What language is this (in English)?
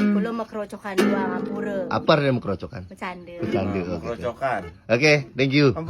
Balinese